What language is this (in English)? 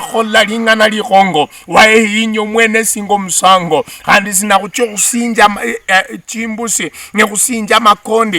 Luyia